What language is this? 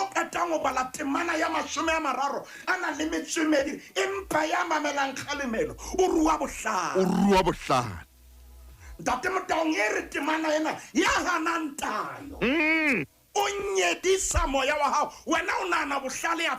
Southern Sotho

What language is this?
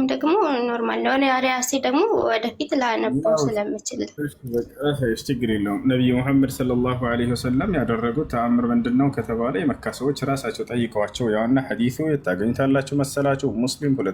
Amharic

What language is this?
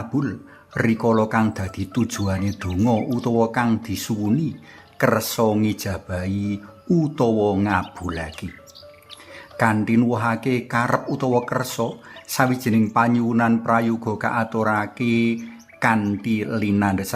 Javanese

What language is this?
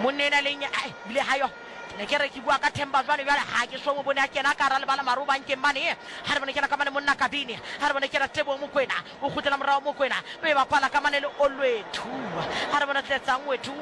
Southern Sotho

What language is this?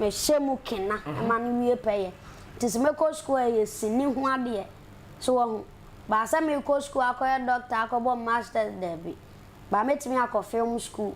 Akan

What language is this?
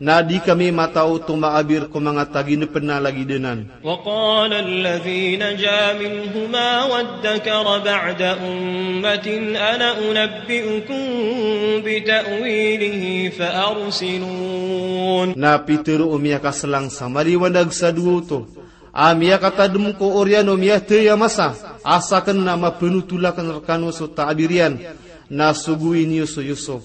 Maranao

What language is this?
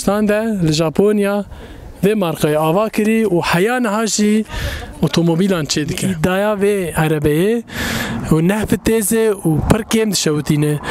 Kurdish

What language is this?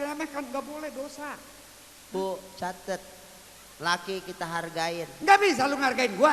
Betawi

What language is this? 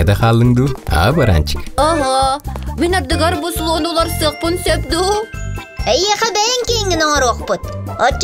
Yakut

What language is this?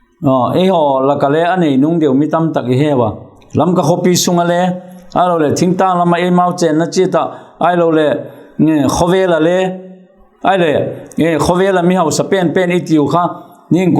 Vaiphei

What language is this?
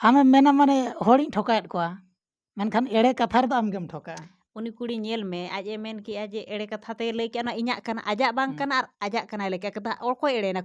Santali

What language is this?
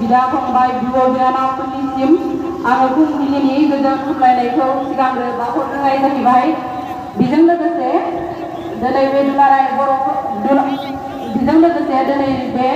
Bodo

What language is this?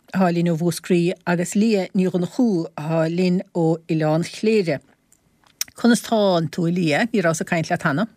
Irish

